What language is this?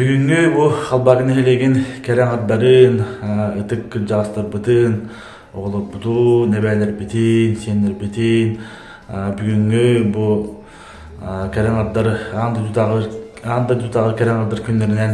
Yakut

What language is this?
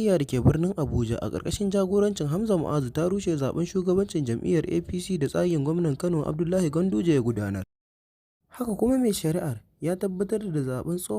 Hausa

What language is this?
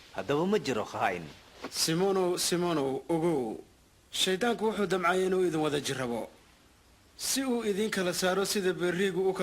Somali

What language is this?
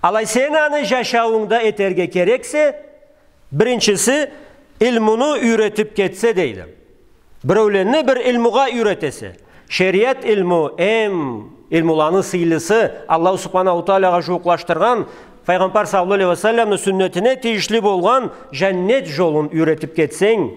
Karachay-Balkar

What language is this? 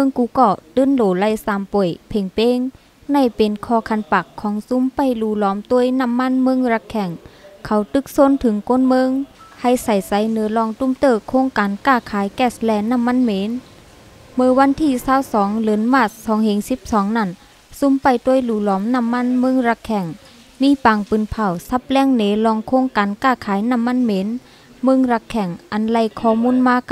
Shan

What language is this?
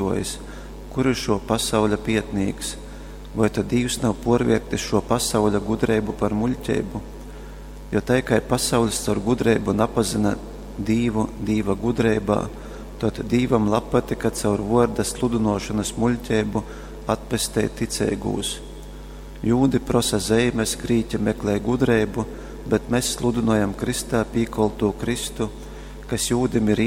Latgalian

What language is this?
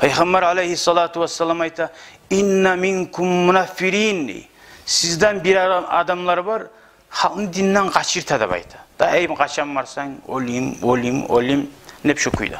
Kumyk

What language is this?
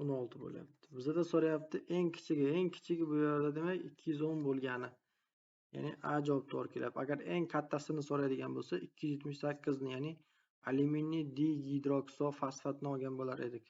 Uzbek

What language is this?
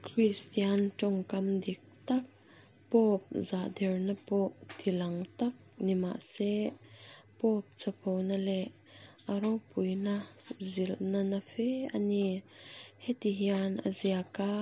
Mizo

